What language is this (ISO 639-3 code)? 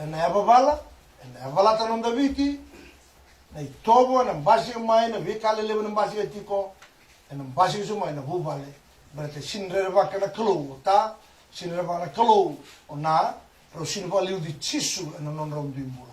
fij